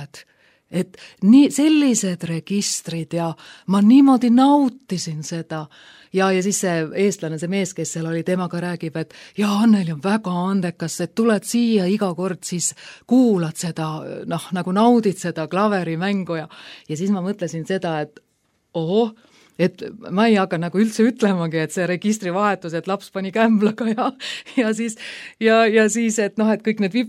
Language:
Estonian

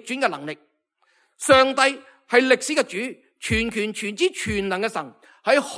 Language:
Cantonese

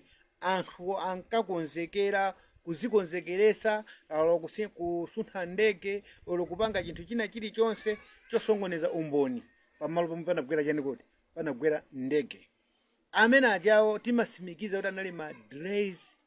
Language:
Nyanja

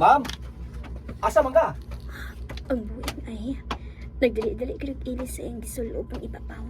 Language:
Cebuano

